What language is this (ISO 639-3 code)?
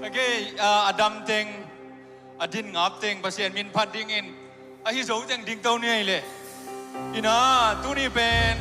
ctd